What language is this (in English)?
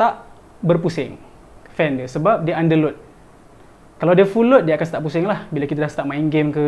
Malay